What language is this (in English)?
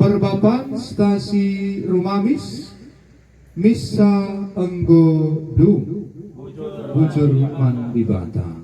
Batak Karo